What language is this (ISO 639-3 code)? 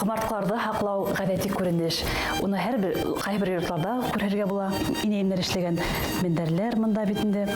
bak